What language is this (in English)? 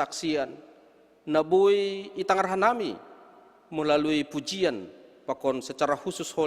Batak Simalungun